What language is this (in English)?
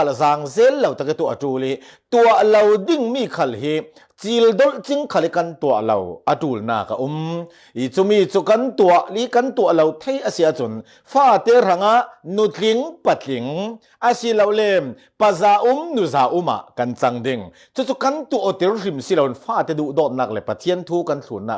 Falam Chin